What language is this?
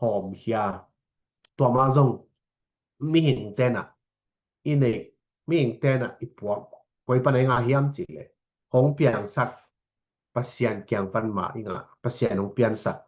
Tedim Chin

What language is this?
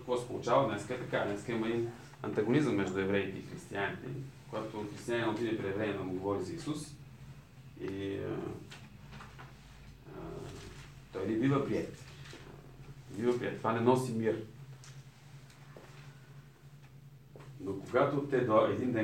Bulgarian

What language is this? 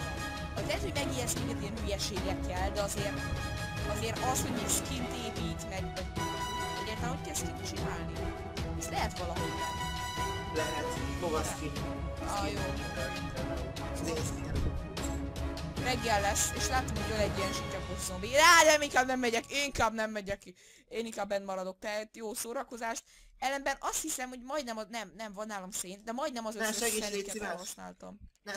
Hungarian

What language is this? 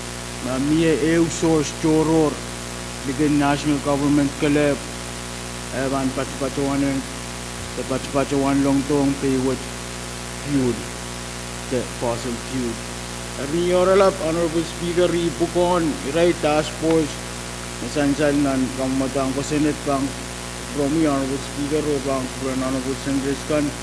Pohnpeian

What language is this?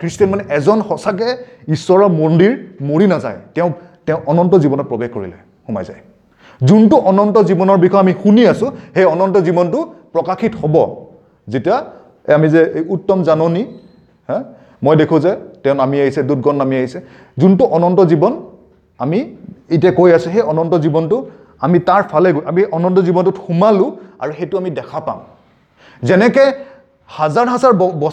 Assamese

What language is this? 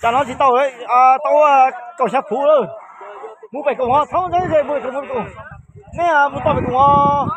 Hmong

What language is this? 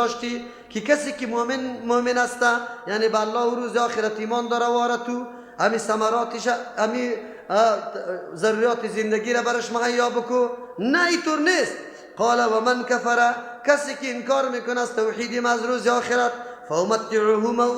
Persian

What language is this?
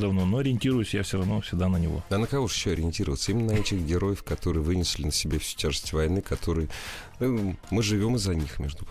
Russian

